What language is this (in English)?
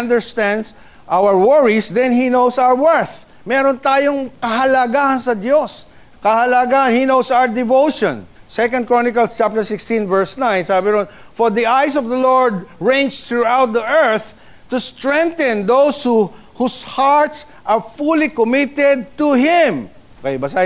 Filipino